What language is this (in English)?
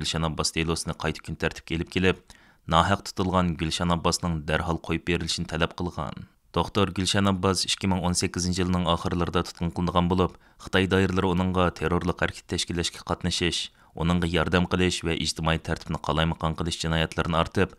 Uyghur